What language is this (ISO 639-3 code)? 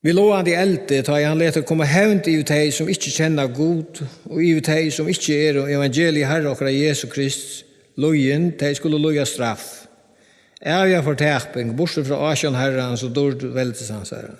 fao